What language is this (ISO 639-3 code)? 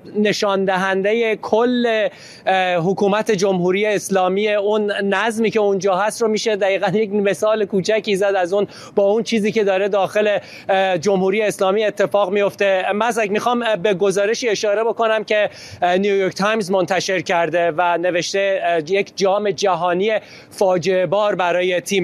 fas